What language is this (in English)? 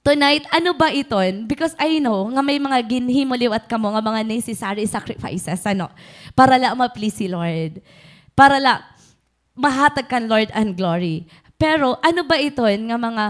Waray